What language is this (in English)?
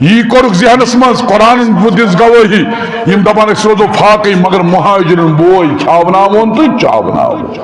Kashmiri